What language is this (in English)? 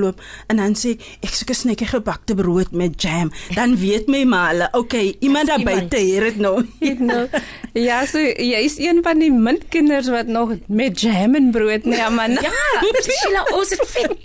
Afrikaans